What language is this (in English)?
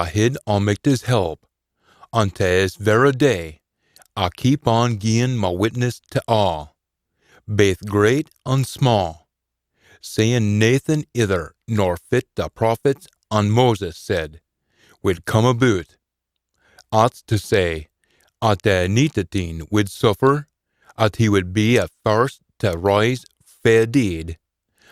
Scots